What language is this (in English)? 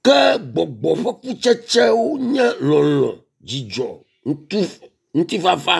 Ewe